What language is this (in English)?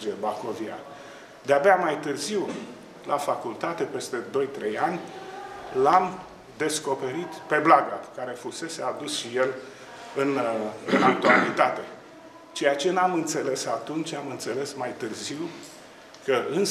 Romanian